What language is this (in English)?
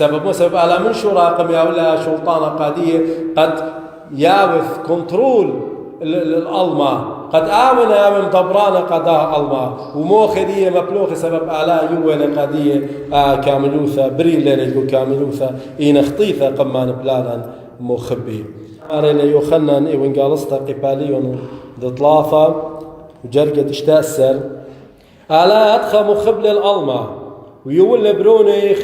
Assyrian Neo-Aramaic